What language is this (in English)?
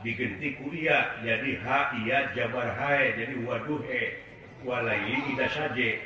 Sundanese